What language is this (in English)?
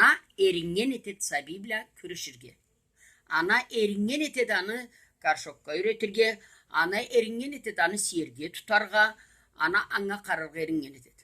Karachay-Balkar